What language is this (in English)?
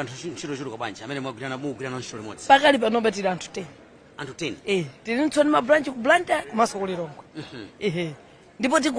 Nyanja